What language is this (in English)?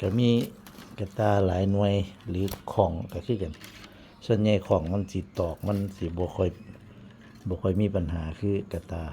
Northeastern Thai